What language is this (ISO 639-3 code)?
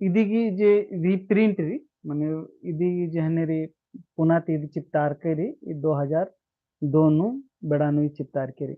kru